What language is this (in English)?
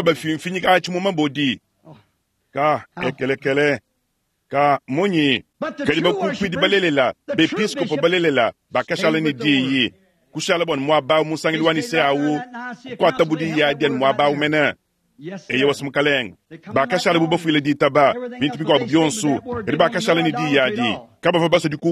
Luba-Lulua